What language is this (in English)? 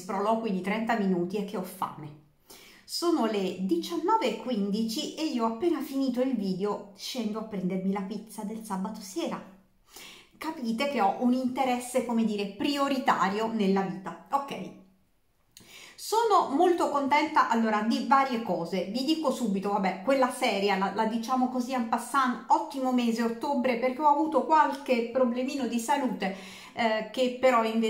Italian